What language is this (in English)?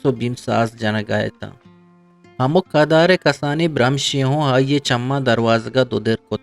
Eastern Balochi